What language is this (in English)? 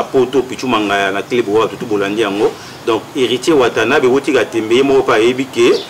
Lingala